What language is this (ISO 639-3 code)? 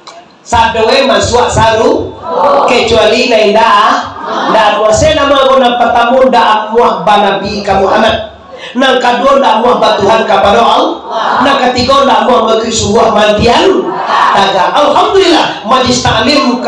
min